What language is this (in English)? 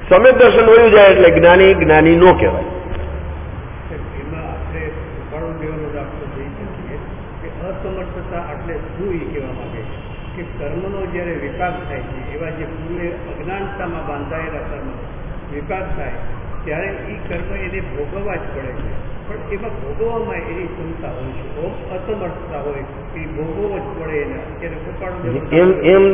Gujarati